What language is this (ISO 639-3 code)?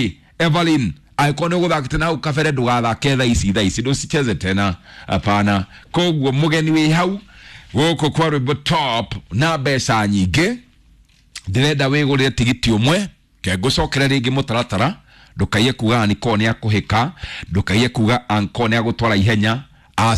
kik